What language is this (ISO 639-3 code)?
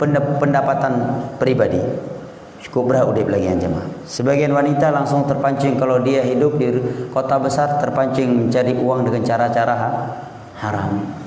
ace